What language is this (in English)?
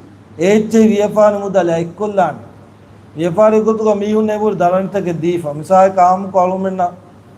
Divehi